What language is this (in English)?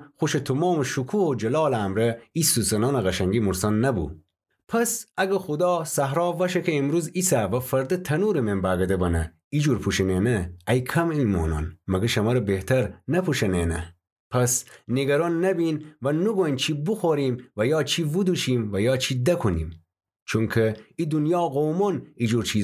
Gilaki